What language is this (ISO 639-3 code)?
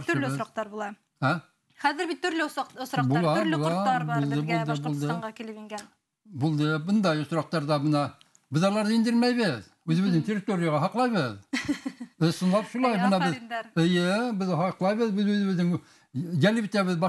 bak